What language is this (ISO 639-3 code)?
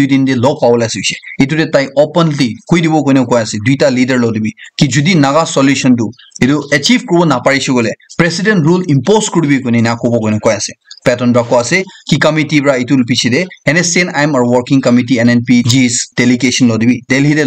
nag